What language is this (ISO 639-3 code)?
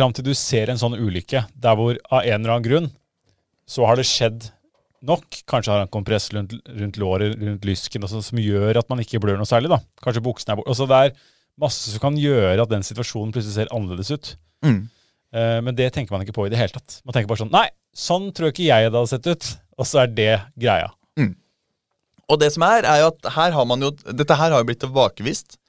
nor